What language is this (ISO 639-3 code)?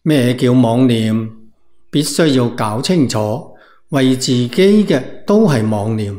yue